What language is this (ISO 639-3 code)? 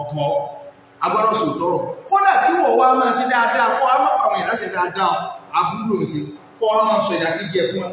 yor